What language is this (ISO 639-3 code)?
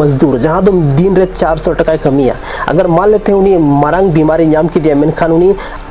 sat